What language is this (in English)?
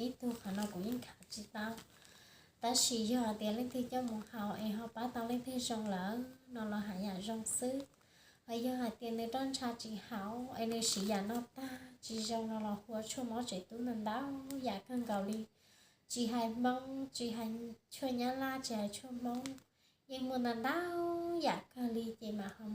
Hmong